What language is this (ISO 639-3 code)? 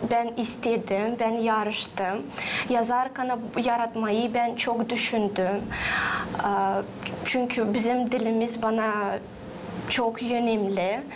gag